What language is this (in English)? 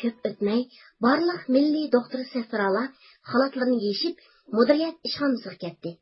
Uyghur